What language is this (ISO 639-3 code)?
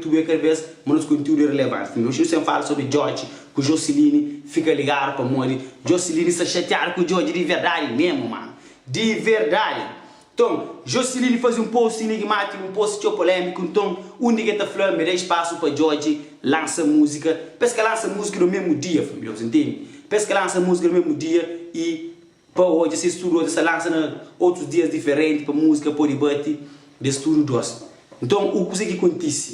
kea